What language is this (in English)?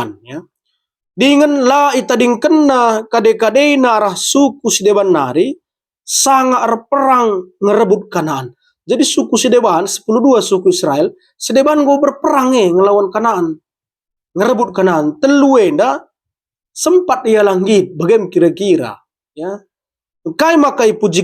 Batak Karo